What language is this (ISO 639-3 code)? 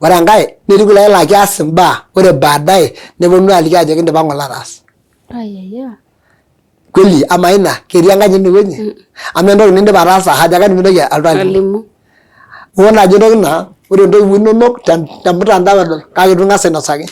mas